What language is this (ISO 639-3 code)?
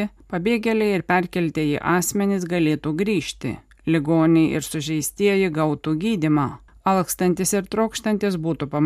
lit